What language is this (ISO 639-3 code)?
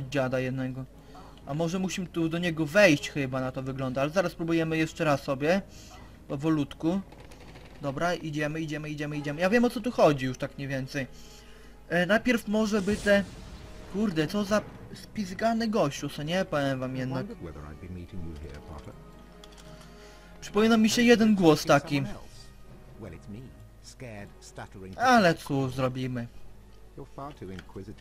pol